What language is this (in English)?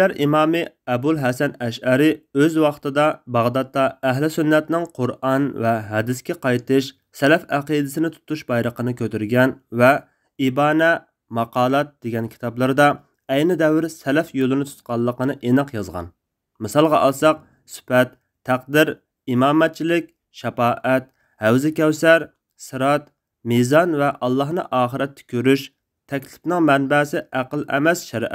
Uyghur